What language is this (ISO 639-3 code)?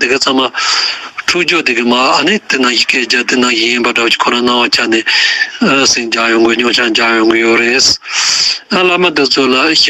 bod